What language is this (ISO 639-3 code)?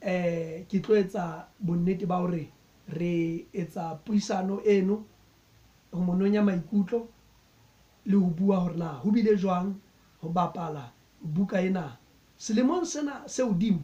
sot